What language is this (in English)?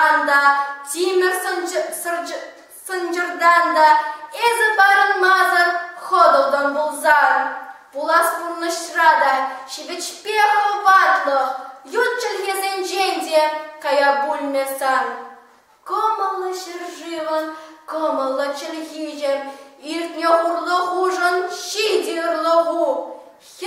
Chuvash